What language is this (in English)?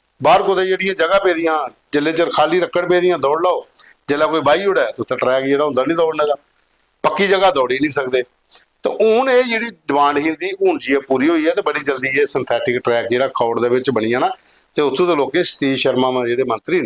Dogri